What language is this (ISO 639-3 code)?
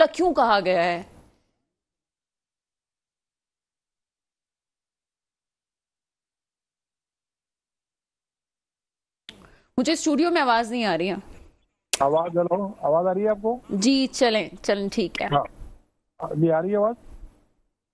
urd